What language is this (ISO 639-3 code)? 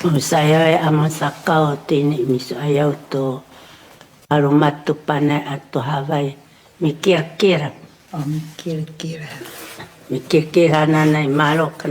szy